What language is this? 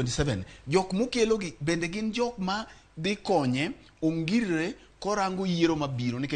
Luo (Kenya and Tanzania)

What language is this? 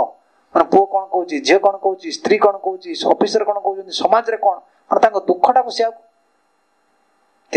Odia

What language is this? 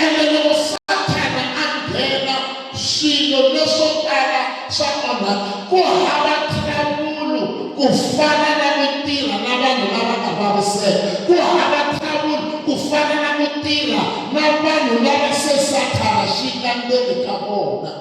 Tsonga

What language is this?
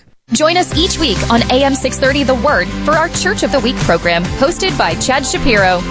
English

